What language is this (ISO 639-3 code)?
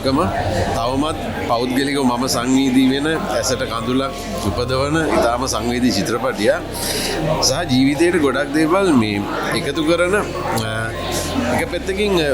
sin